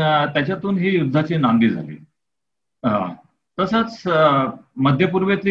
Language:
Marathi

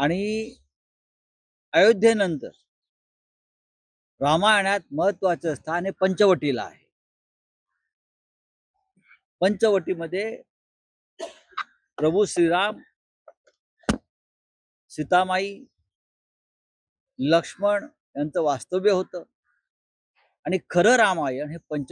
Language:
Marathi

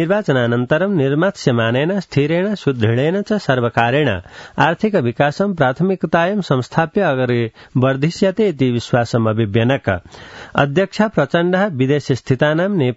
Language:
Sanskrit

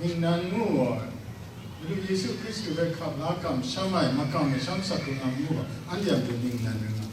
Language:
Kachin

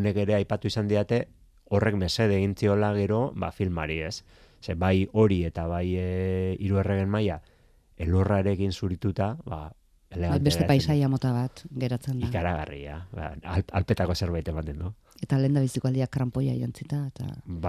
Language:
Basque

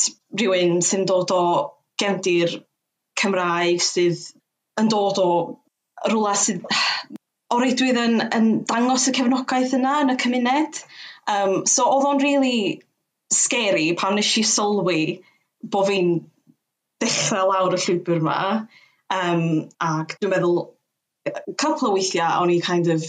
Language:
Welsh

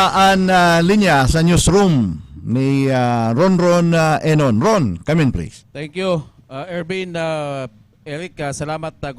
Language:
Bikol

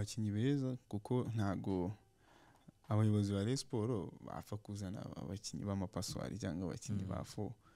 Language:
Kinyarwanda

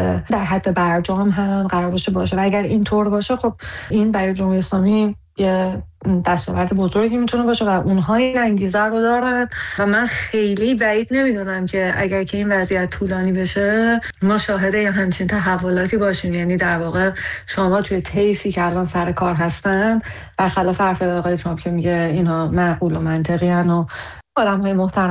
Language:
Persian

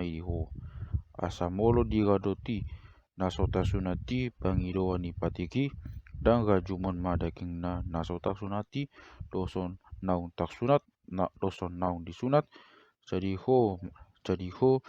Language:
Batak Toba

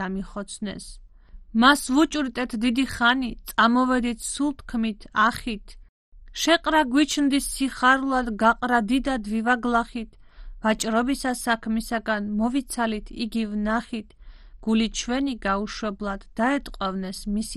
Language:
Georgian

